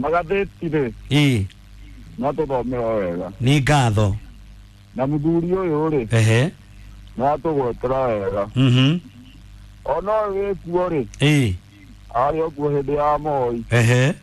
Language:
Kikuyu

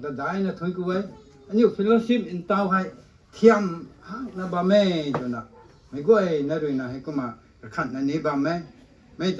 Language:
Rongmei Naga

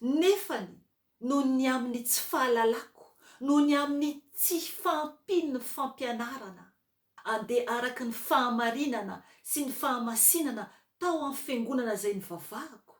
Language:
Malagasy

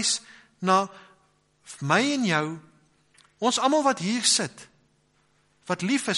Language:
Afrikaans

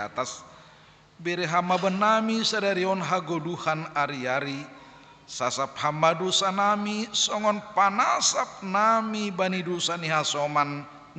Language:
Batak Simalungun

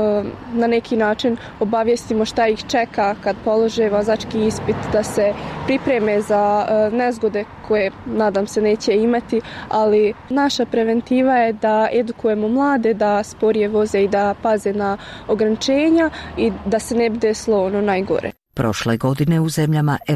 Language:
Bosnian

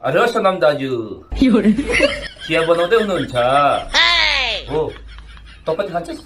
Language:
Nepali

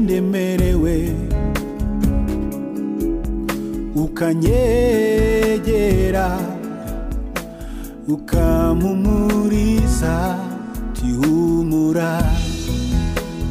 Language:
Kinyarwanda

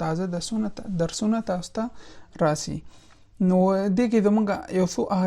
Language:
Pashto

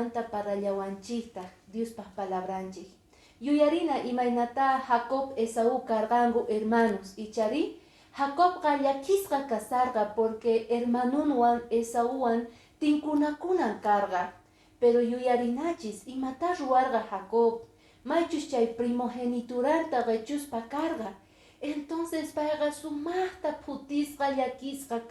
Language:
Quechua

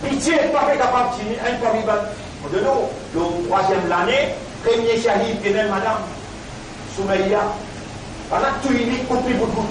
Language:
Morisyen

